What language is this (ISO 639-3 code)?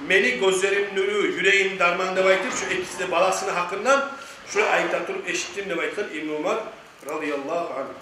kum